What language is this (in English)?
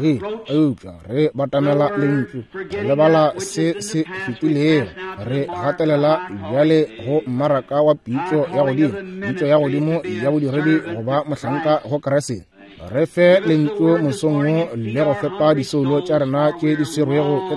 Northern Sotho